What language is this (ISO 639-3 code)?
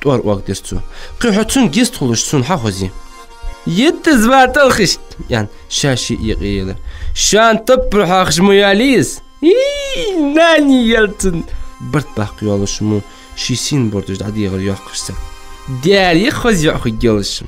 inh